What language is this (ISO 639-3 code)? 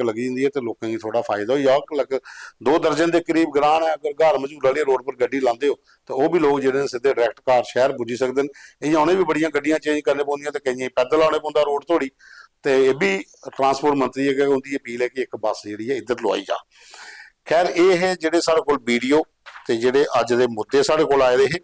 doi